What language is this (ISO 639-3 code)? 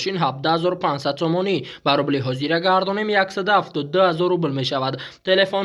tgk